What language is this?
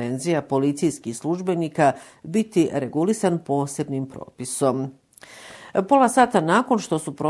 Bosnian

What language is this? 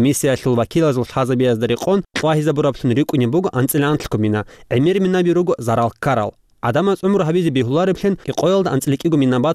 Avaric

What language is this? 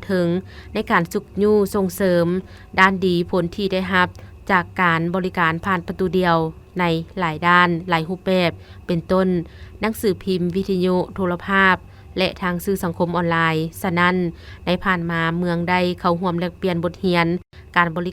Lao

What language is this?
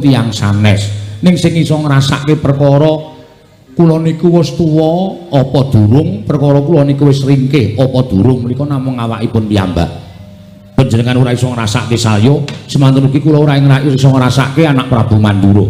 Javanese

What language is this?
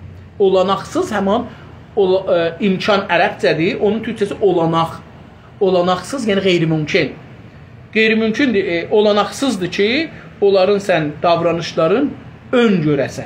South Azerbaijani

